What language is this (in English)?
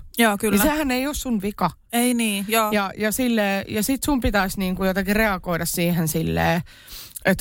Finnish